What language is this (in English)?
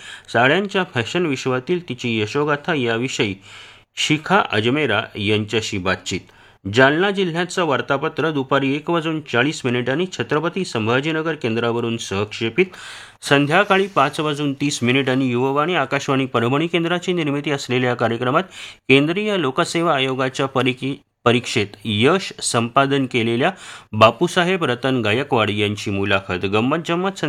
Marathi